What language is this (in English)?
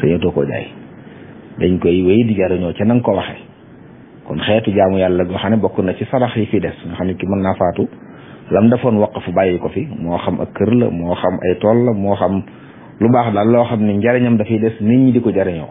Wolof